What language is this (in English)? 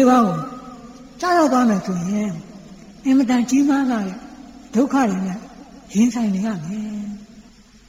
Burmese